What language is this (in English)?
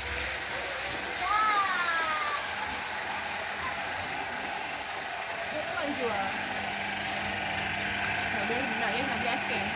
Malay